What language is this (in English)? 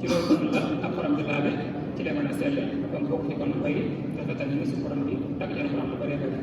Wolof